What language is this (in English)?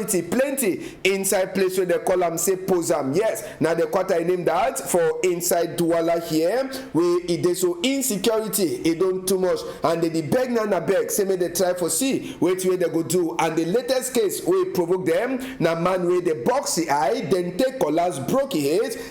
Cameroon Pidgin